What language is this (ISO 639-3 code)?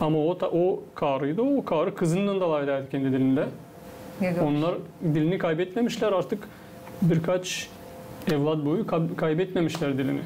gag